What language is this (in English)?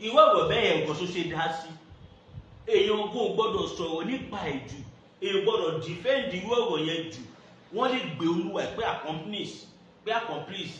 Yoruba